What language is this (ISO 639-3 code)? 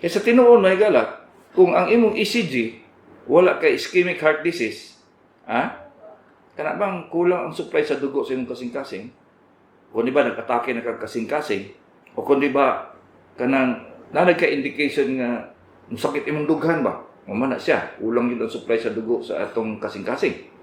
ceb